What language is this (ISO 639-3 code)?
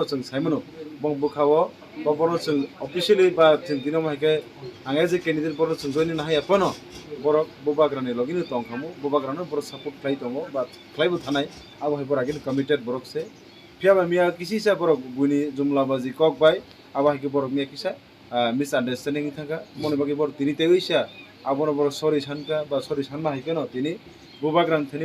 trp